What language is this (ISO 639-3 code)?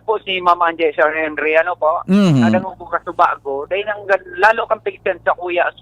bik